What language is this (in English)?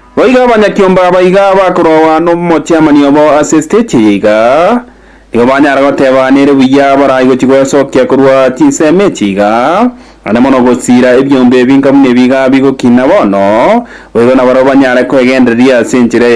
Gusii